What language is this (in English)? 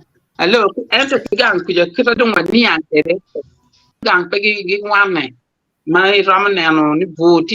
Acoli